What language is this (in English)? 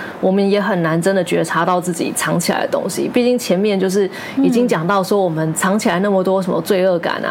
Chinese